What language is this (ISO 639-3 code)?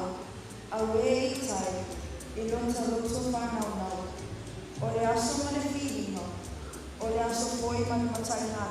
smo